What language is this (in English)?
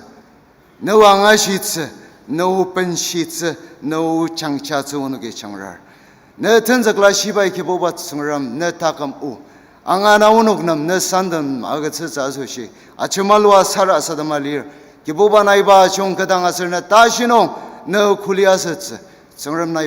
Ao Naga